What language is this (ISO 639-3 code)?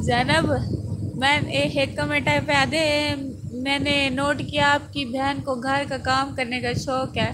skr